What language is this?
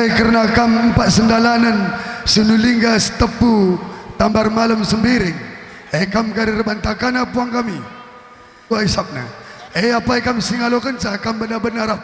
Batak Karo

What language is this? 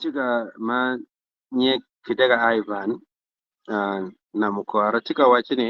Acoli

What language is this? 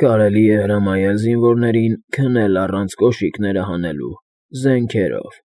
Armenian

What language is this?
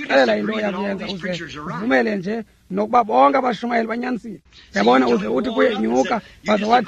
Xhosa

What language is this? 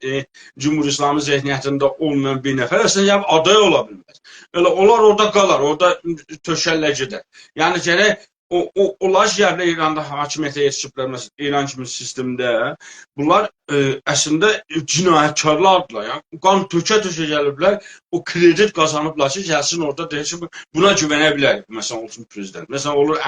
South Azerbaijani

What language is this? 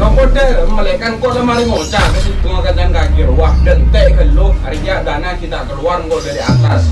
Madurese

